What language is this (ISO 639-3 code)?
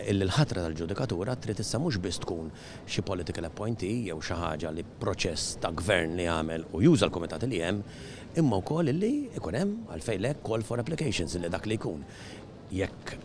mlt